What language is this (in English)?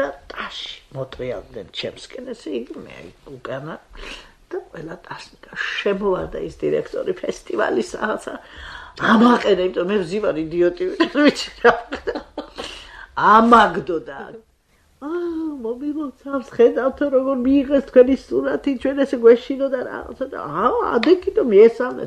Georgian